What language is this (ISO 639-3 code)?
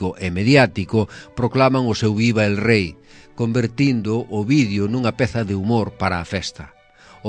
glg